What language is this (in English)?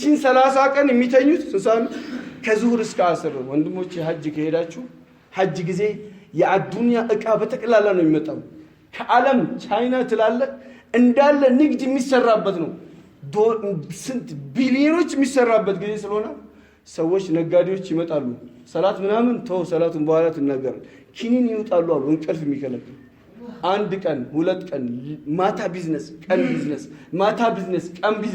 Amharic